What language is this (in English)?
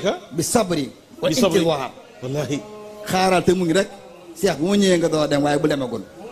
Wolof